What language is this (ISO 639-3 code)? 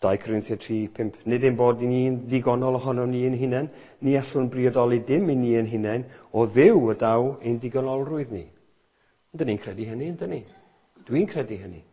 cym